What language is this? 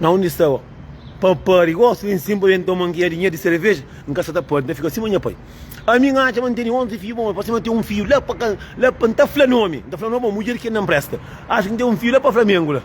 Kabuverdianu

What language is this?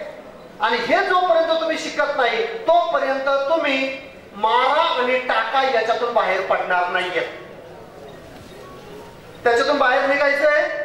Marathi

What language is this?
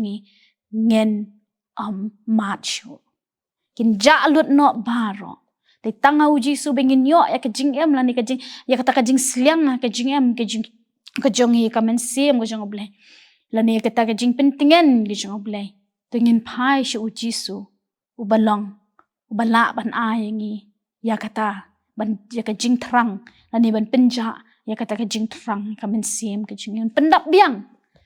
Khasi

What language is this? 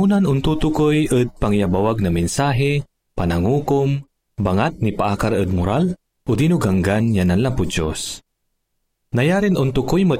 Pangasinan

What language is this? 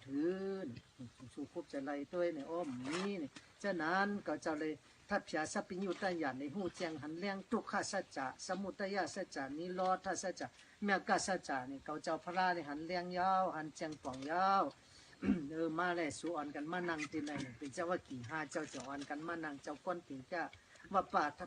Shan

